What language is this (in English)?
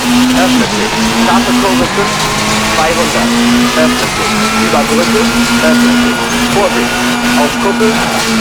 Bavarian